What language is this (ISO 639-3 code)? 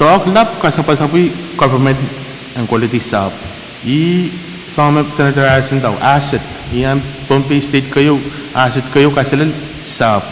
pon